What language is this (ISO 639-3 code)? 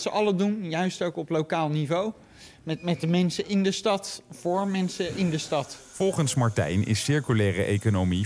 nld